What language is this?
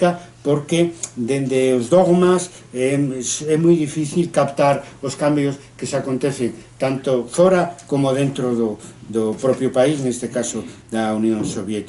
Galician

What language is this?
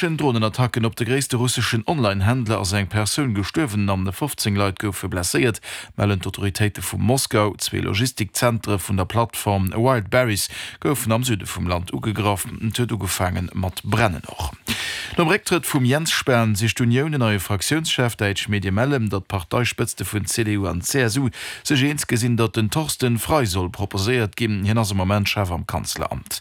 Luxembourgish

